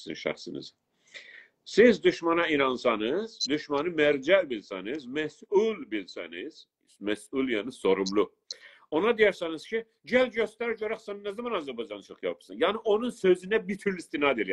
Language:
South Azerbaijani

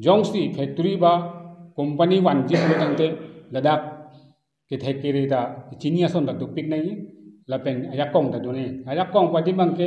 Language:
Karbi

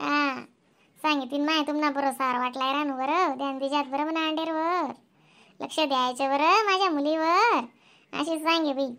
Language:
Khandesi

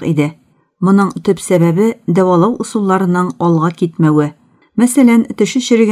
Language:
Tatar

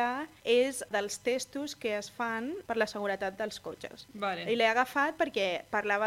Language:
Catalan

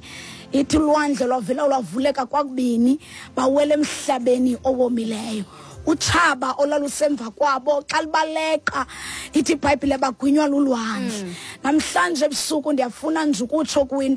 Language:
Xhosa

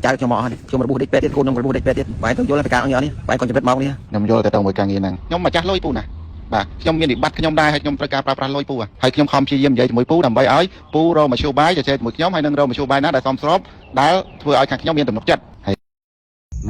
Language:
Khmer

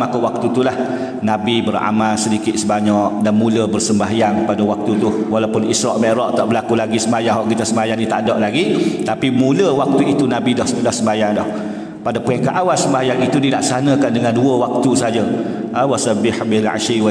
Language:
Malay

